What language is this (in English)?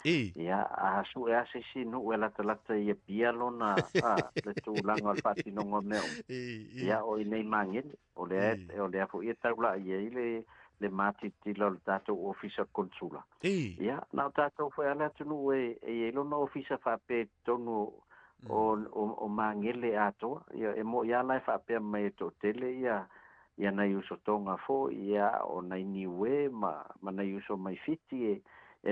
Samoan